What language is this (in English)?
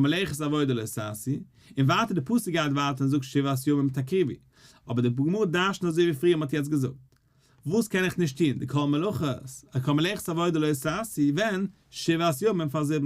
Yiddish